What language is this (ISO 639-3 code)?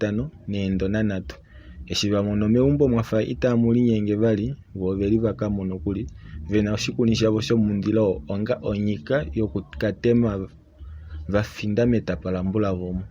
kua